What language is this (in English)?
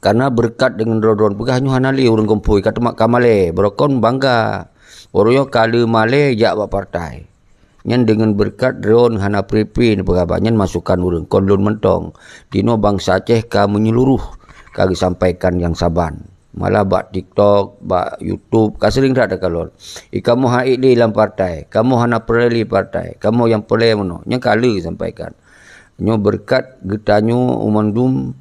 Achinese